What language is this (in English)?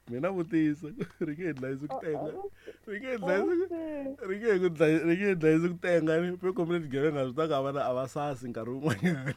Tsonga